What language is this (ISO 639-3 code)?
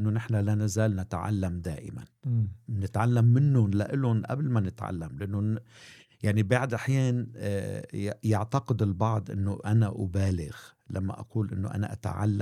ara